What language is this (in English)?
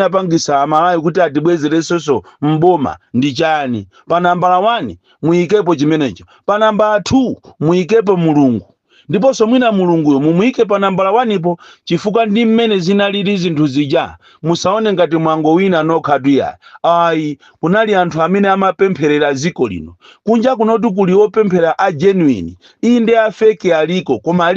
Nyanja